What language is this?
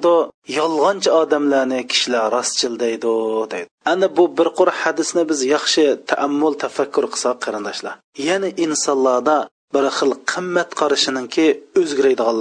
Uyghur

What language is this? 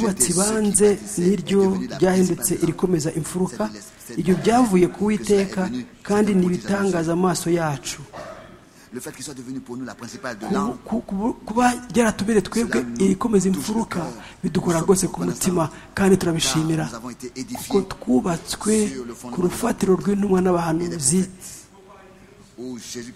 Kinyarwanda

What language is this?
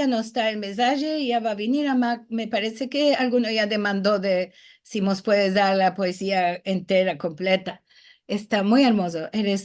Ladino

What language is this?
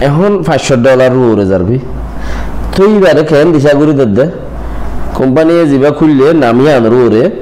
Rohingya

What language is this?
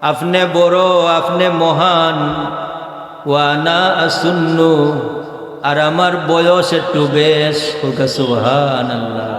Sylheti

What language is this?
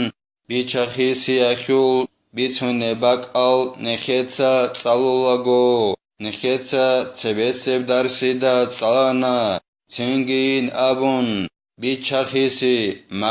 Avaric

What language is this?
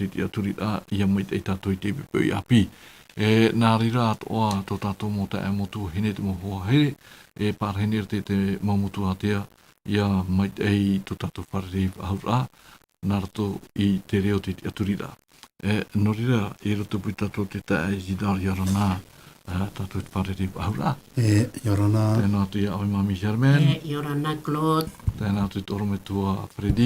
Tahitian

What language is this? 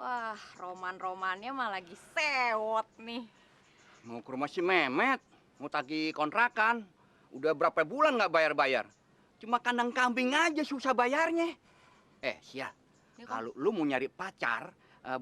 Betawi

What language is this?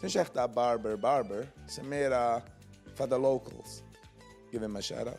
Yiddish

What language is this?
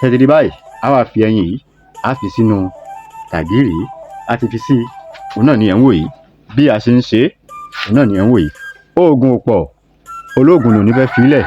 Yoruba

